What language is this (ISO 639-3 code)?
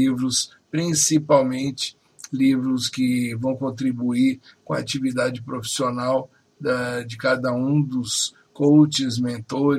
por